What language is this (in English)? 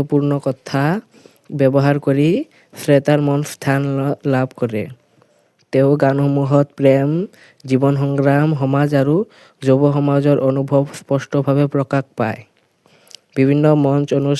Assamese